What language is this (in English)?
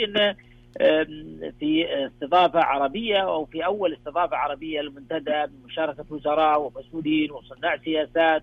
Arabic